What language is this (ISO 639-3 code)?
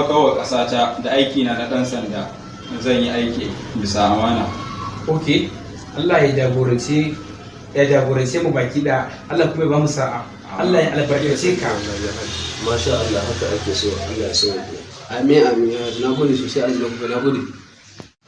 hau